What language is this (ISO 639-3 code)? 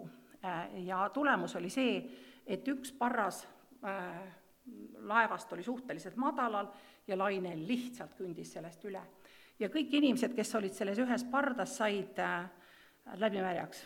est